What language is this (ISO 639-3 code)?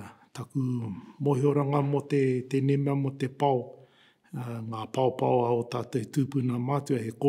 mri